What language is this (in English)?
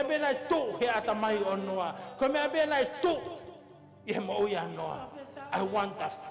Tongan